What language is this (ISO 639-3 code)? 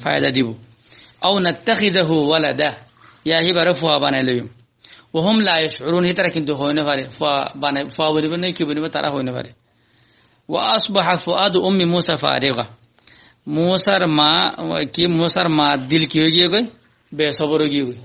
rhg